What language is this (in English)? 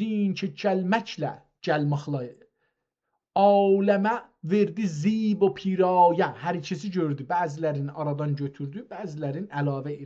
South Azerbaijani